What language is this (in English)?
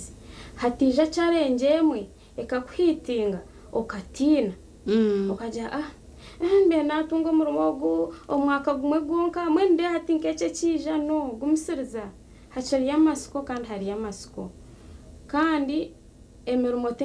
Nyankole